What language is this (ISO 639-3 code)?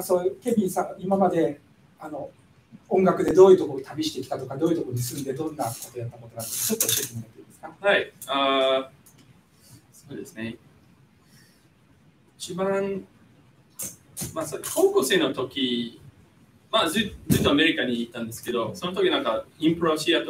jpn